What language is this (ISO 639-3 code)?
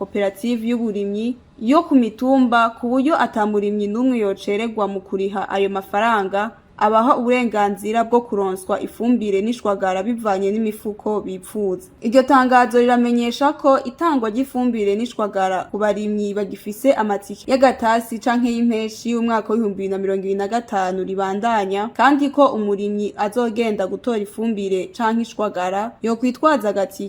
run